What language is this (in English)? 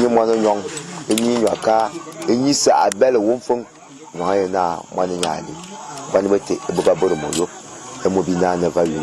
Fang